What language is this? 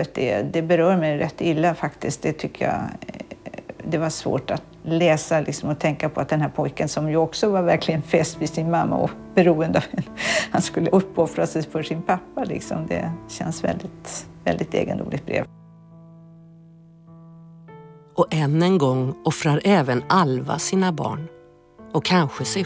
Swedish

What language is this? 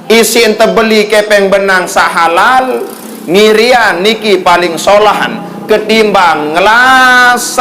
Sasak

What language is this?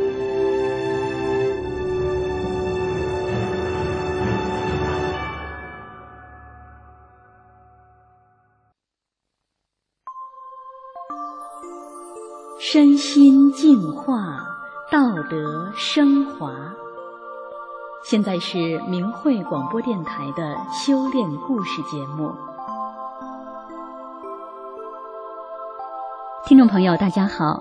Chinese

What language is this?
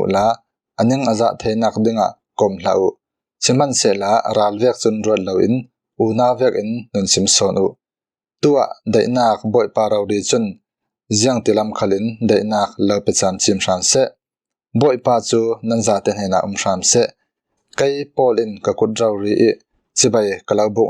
Falam Chin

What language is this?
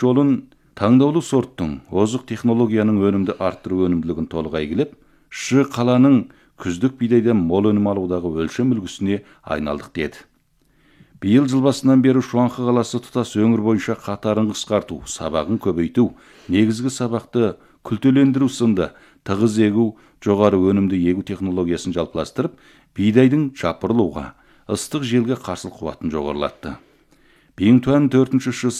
Kazakh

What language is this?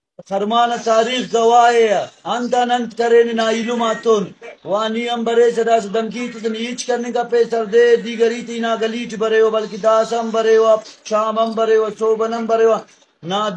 Brahui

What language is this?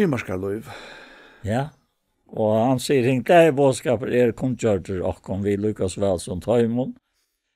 Faroese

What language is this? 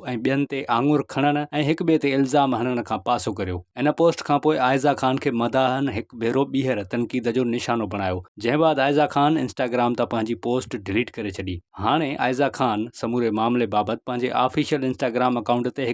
Sindhi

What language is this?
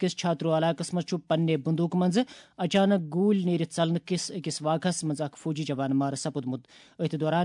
Kashmiri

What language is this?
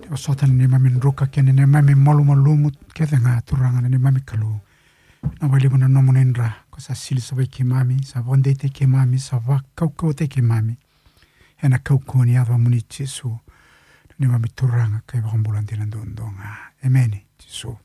Fijian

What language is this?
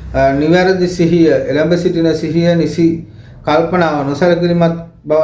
Sinhala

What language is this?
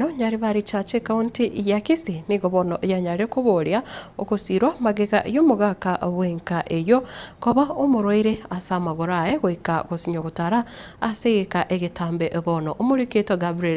Gusii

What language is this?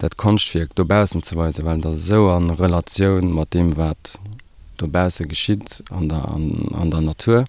Luxembourgish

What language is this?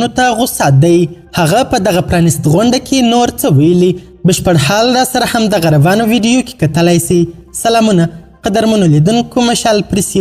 Pashto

